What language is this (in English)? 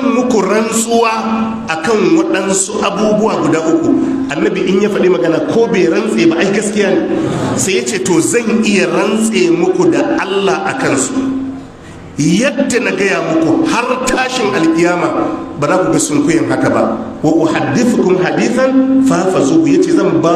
Hausa